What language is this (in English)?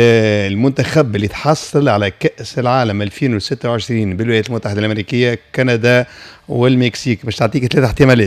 Tunisian Arabic